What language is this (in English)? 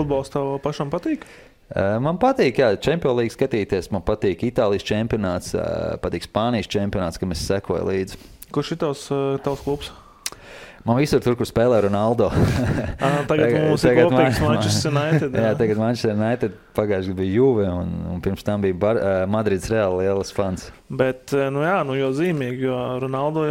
Latvian